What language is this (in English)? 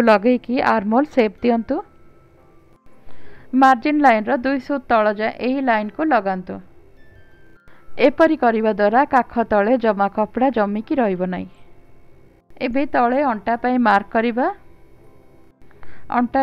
Odia